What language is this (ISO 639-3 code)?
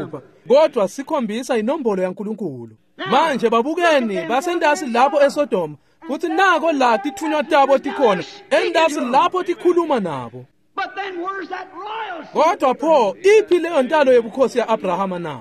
ssw